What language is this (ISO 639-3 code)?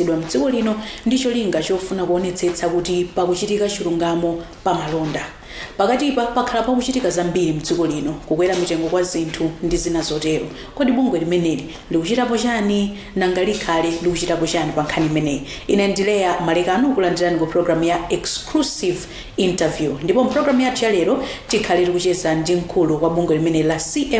nya